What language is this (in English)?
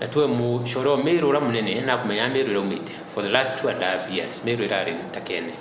Meru